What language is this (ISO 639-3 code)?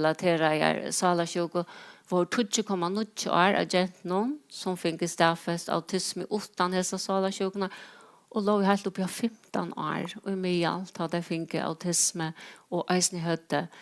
fao